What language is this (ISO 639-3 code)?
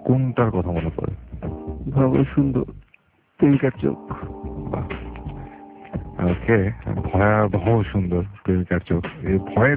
ben